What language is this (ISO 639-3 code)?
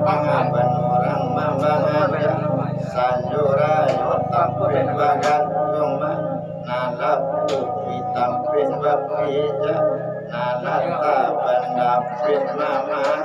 min